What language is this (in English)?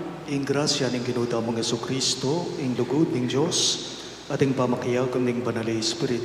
Pampanga